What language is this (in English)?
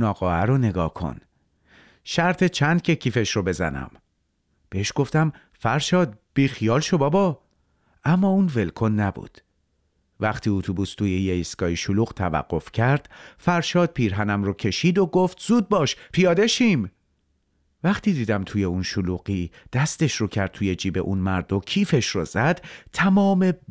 Persian